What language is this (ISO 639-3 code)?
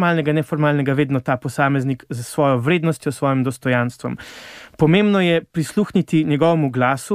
slv